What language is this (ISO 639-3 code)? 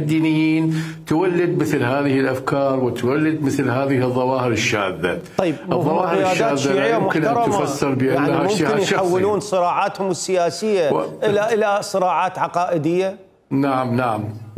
acm